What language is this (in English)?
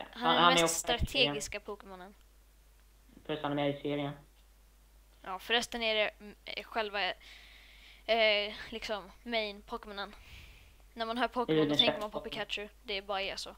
Swedish